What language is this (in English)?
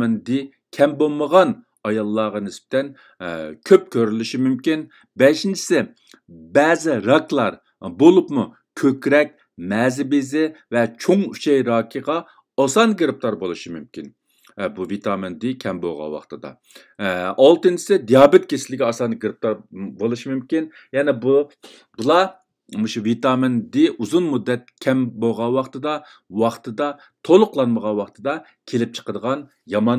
Uyghur